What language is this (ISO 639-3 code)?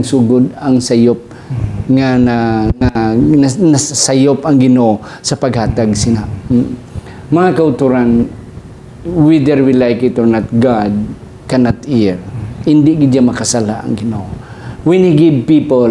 hil